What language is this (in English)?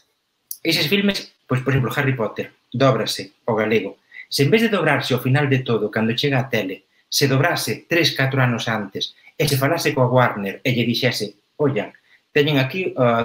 Galician